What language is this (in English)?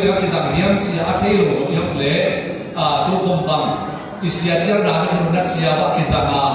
Tedim Chin